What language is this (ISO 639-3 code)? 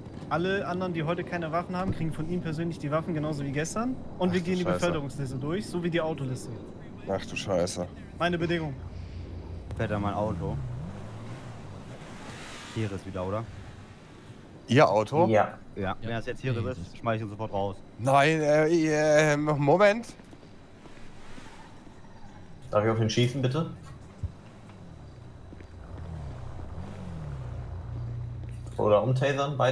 deu